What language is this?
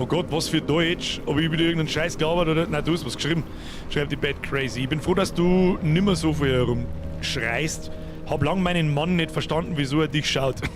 Bavarian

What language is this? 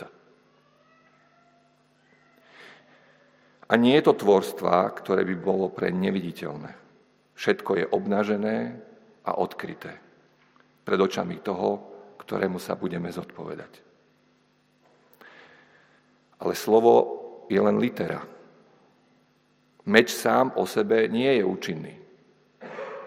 Slovak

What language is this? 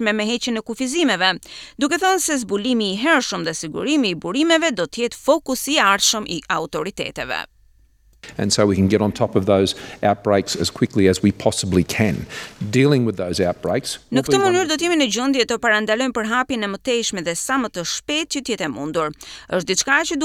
Albanian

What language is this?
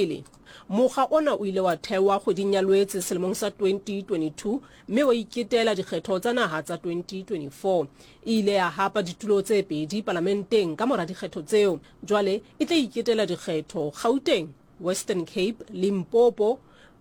Southern Sotho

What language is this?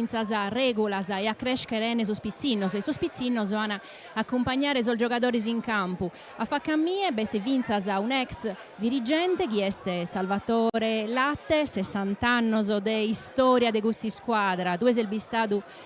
Sardinian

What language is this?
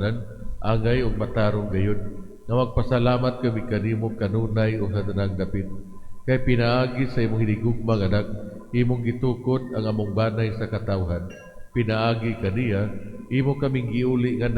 Cebuano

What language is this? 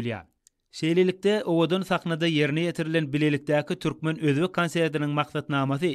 Turkmen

